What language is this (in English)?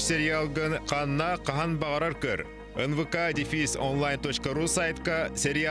Yakut